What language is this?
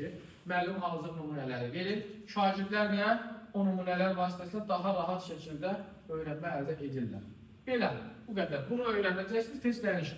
Azerbaijani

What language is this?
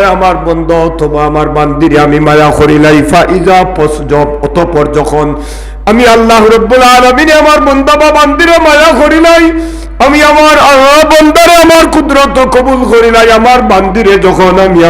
Sylheti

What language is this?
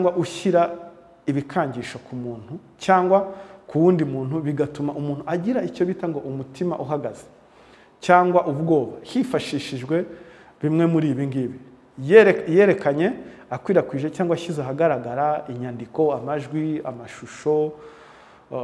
Kinyarwanda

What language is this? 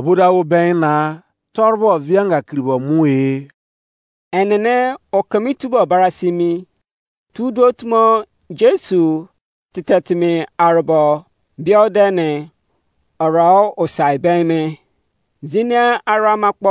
Izon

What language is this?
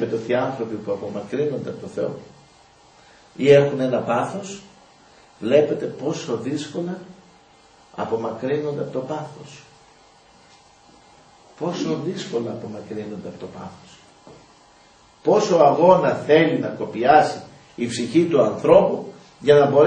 Greek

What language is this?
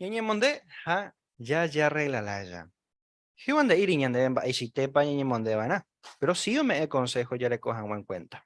Guarani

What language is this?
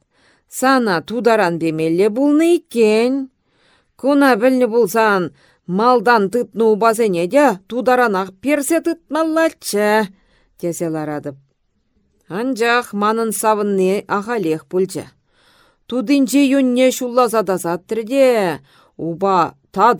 Chuvash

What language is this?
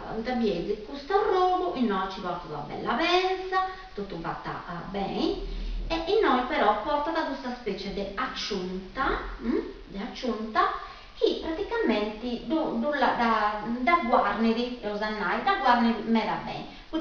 Sardinian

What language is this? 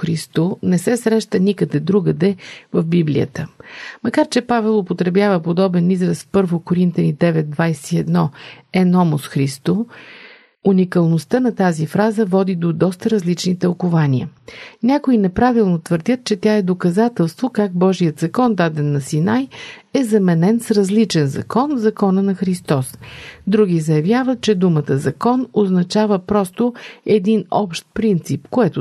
Bulgarian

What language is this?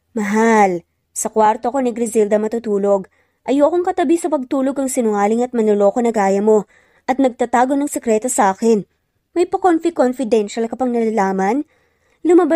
Filipino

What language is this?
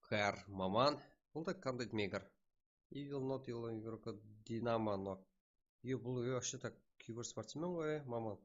Kara-Kalpak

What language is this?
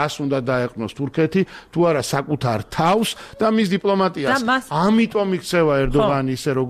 Georgian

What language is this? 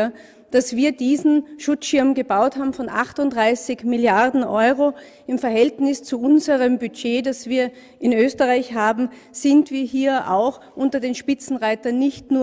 German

